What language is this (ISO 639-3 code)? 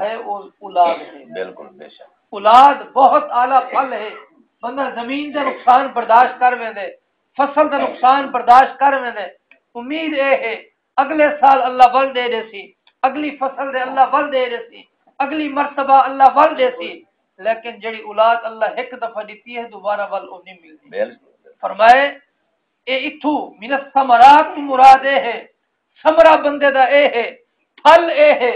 skr